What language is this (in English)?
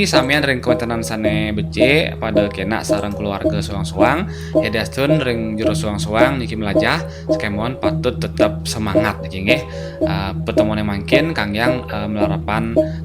Balinese